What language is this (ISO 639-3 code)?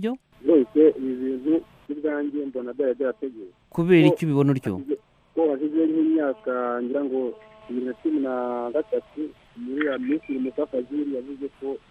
kin